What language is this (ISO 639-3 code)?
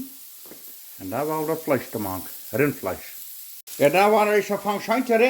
pdt